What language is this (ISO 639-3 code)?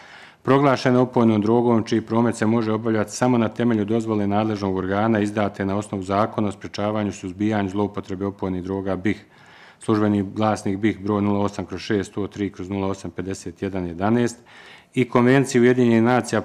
bos